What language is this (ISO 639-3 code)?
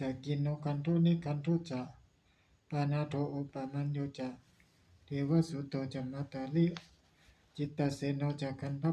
pli